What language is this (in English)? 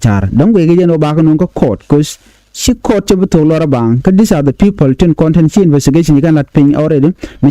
Nuer